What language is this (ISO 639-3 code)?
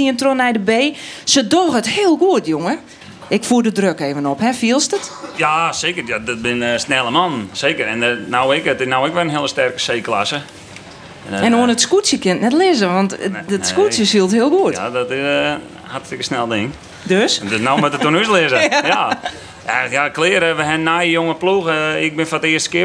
fry